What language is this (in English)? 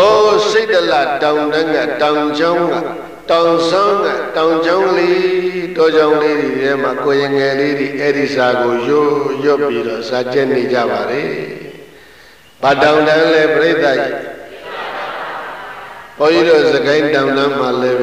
Burmese